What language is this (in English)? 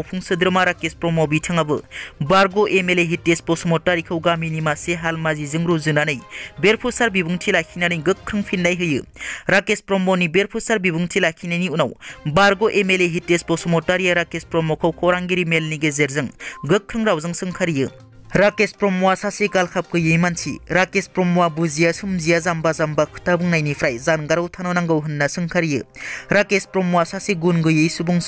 Bodo